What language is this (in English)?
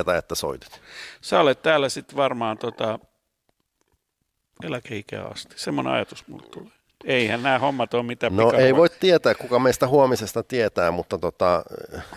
Finnish